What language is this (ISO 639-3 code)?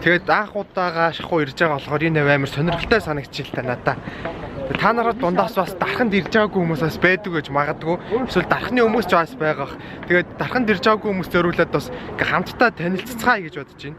mon